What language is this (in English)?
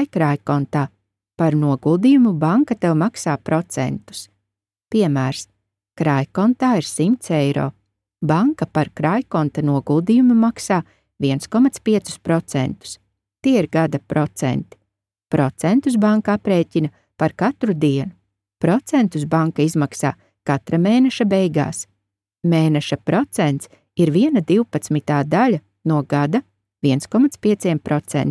Latvian